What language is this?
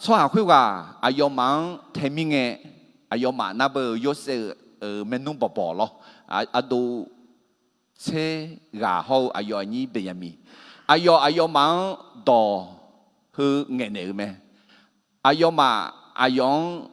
Akha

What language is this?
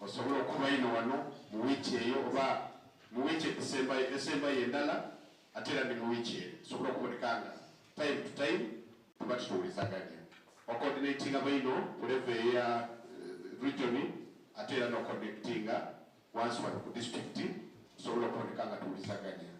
Soga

